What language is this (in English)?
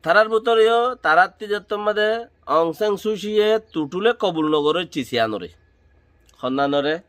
Rohingya